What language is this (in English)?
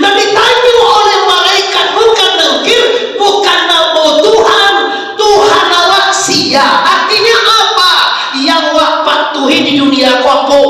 Minangkabau